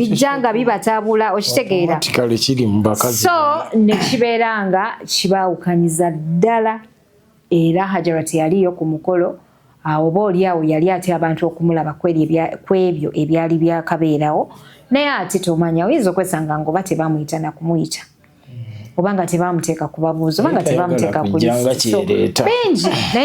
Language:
Ganda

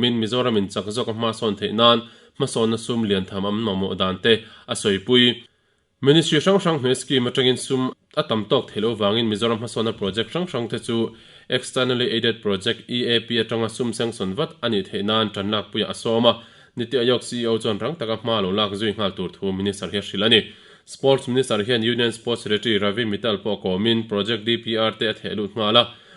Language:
Mizo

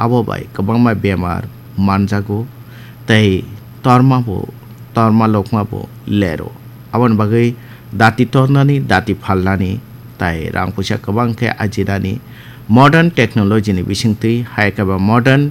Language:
Kok Borok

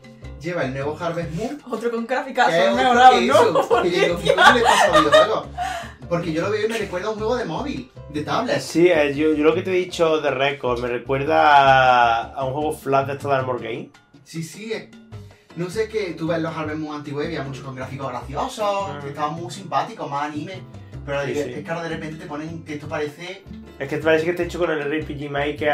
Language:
Spanish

